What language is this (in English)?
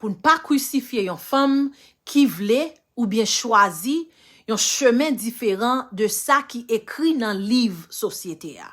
Haitian Creole